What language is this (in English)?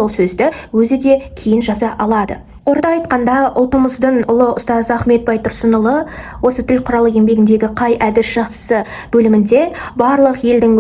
Kazakh